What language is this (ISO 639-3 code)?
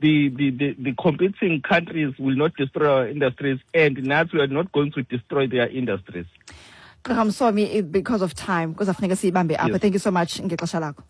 xho